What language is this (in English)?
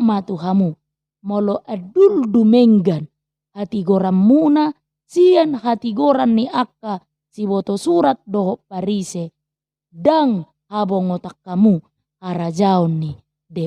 Batak Toba